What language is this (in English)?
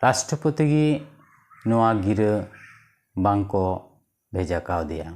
Santali